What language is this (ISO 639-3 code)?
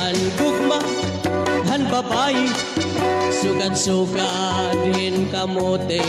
war